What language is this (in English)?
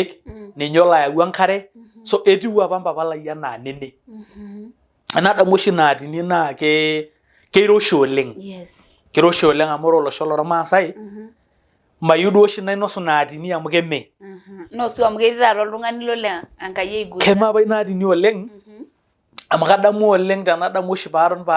Masai